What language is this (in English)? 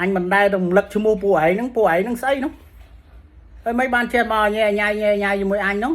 Khmer